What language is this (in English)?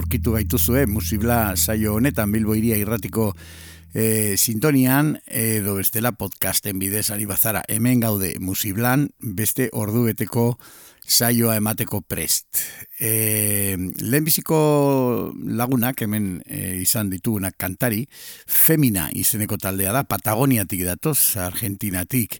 Basque